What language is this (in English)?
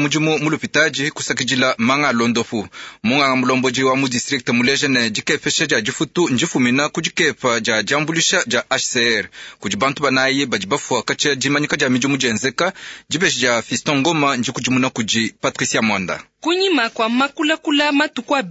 Luba-Lulua